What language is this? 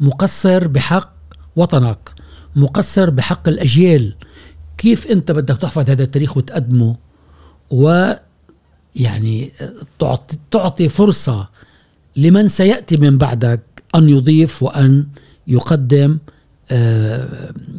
Gulf Arabic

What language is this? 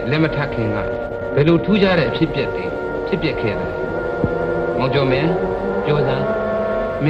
Burmese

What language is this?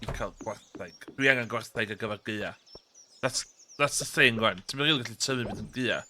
Welsh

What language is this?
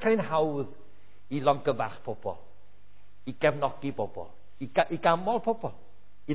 Welsh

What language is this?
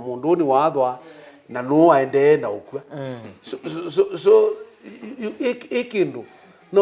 Kamba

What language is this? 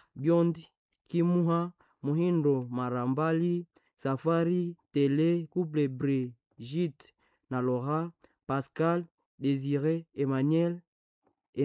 Swahili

